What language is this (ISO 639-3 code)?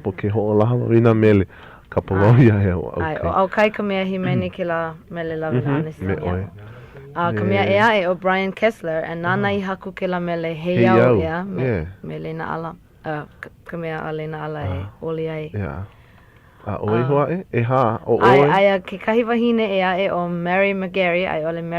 haw